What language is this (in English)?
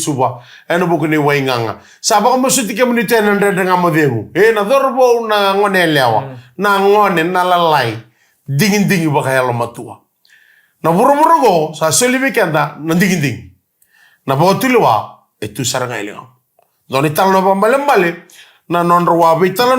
Fijian